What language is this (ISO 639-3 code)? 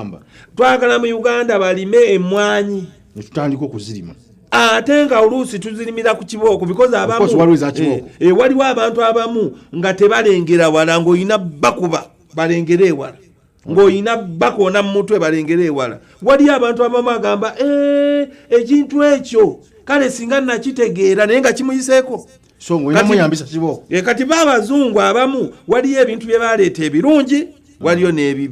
lug